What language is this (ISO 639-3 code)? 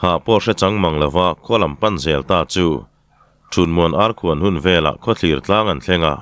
lus